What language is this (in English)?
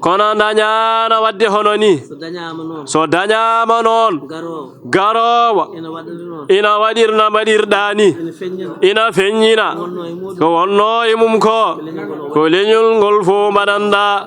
Fula